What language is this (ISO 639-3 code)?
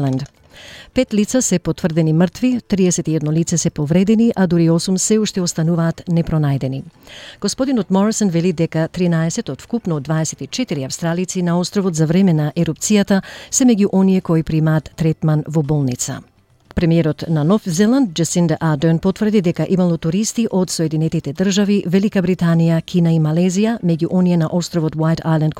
mkd